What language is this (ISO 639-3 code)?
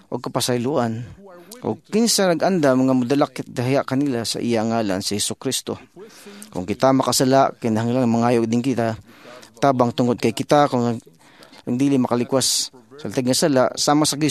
ceb